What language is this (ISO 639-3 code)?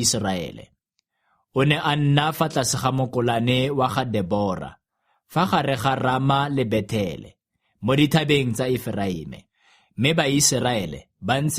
tsn